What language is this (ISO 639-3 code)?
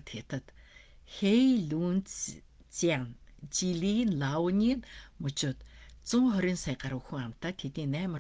mon